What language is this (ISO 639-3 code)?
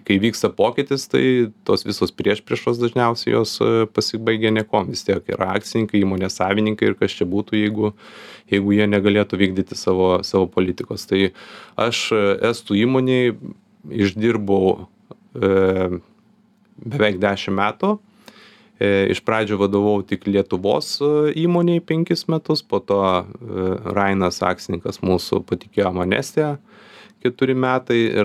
lit